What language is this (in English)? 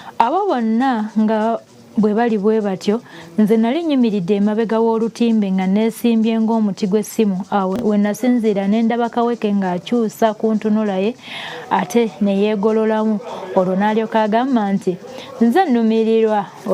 Ganda